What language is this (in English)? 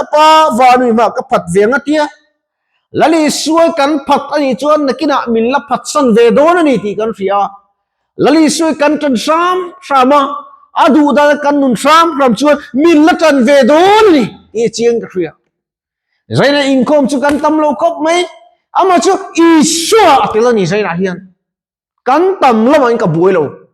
Mizo